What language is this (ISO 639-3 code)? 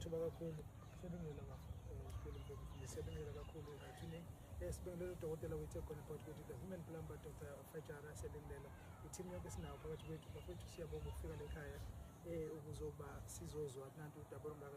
zul